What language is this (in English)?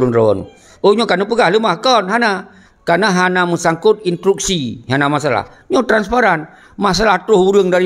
Achinese